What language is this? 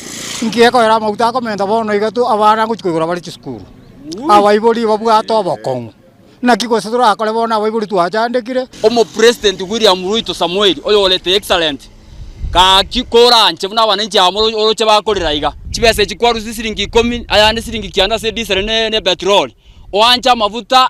Gusii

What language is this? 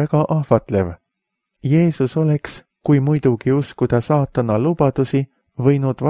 Estonian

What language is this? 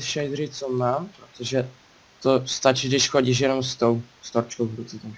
Czech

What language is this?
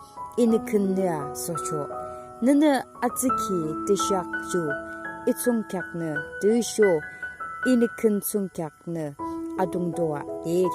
Yimchungru Naga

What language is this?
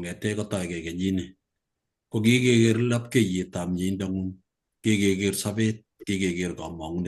Kalenjin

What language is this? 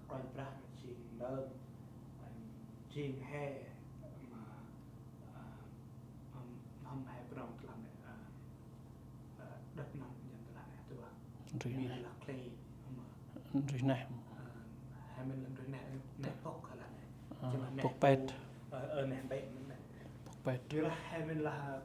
Central Mnong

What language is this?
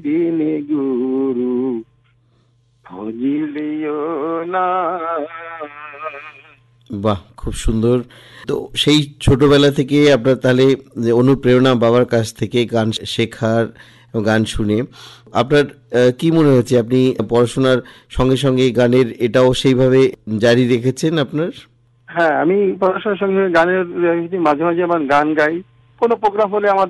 Bangla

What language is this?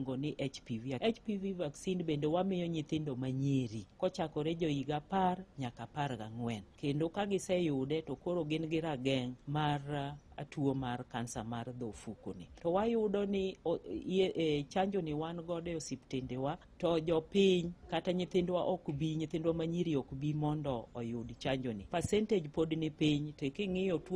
Luo (Kenya and Tanzania)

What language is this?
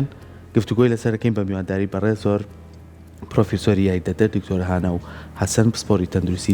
Central Kurdish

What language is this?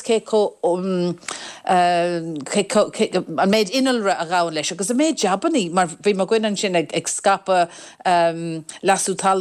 Irish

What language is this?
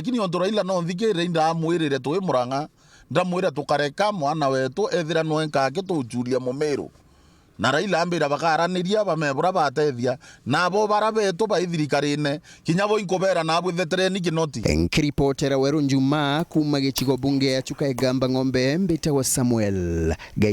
Meru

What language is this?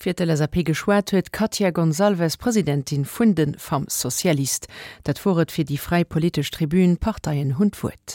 Luxembourgish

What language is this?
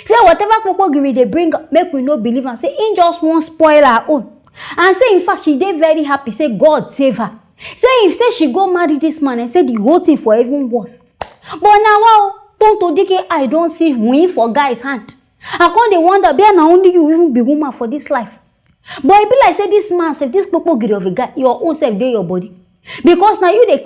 Nigerian Pidgin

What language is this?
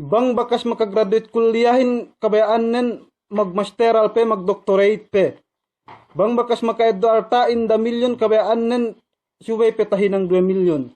Yakan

